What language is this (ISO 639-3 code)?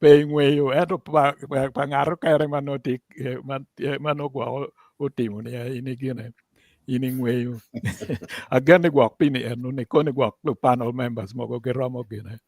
ach